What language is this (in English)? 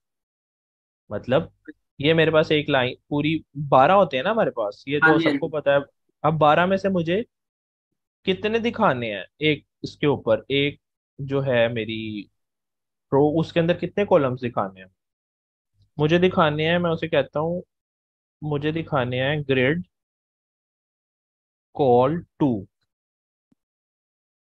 Hindi